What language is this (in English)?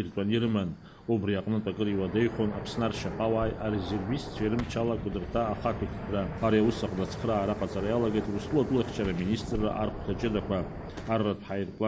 Abkhazian